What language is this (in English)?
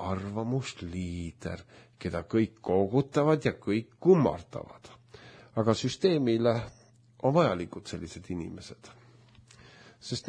Estonian